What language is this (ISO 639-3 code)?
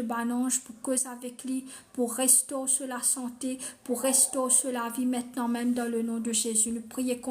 mfe